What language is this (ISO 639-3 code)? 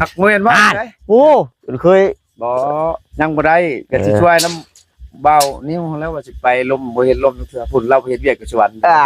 tts